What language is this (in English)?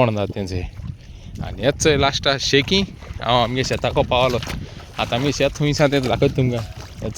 Konkani